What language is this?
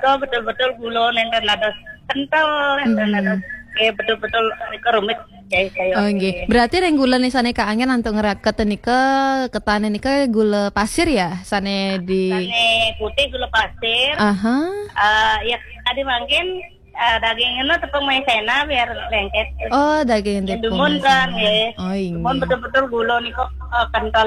Balinese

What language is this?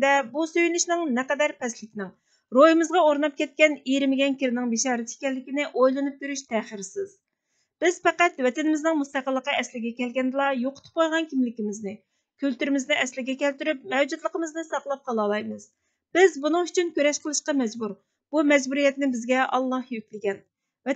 Uyghur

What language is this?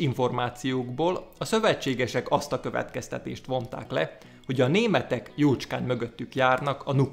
Hungarian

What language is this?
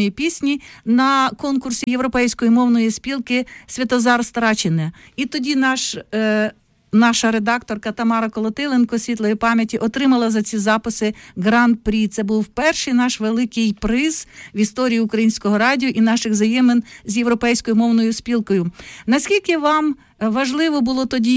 Ukrainian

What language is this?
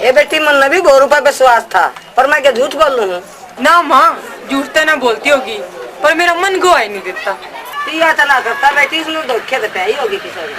Haryanvi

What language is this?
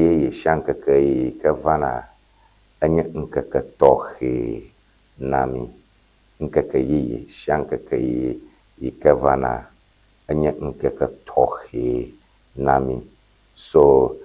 Ewe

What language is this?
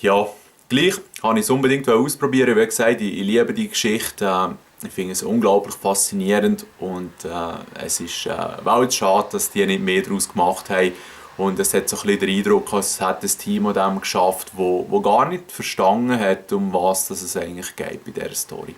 Swiss German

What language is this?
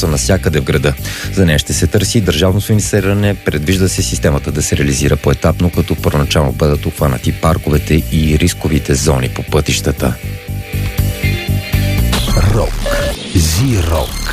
Bulgarian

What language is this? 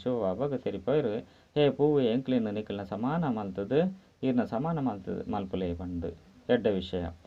Tulu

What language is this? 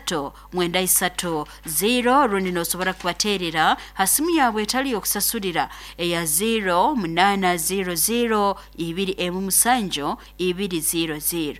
Nyoro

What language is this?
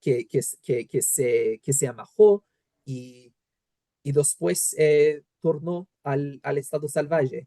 Ladino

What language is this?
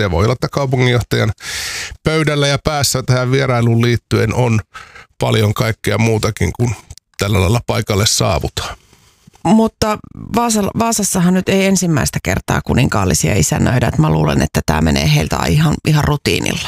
Finnish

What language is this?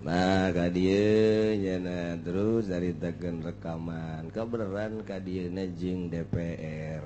Sundanese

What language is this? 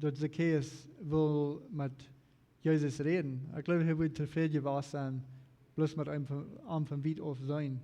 Plautdietsch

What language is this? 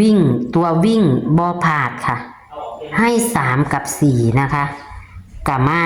Northeastern Thai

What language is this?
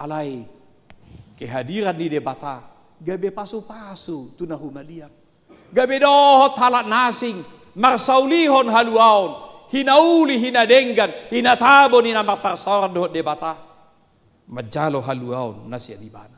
Batak Toba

